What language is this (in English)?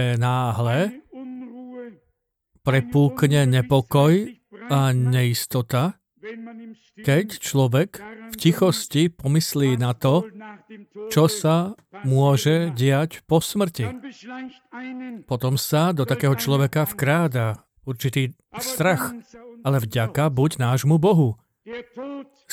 Slovak